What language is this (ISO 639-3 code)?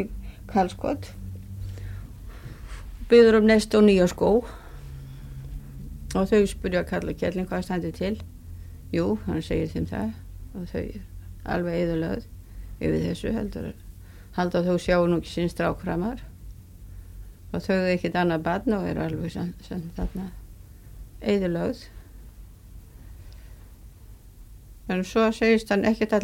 isl